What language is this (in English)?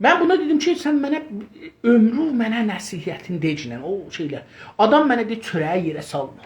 South Azerbaijani